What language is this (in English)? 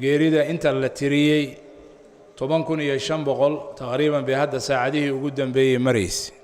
Somali